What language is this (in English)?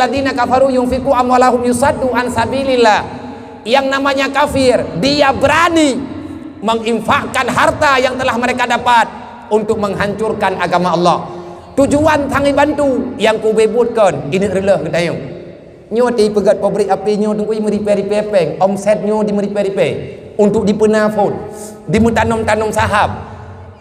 Achinese